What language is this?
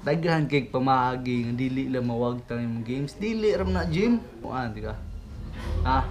Cebuano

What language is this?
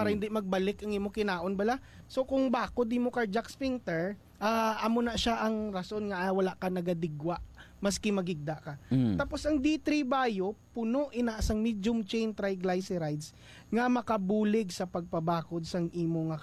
Hiligaynon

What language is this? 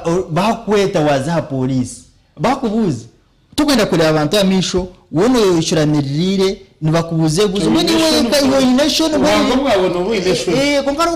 Nyankole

